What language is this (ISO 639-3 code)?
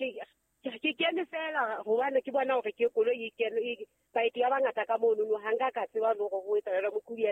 sot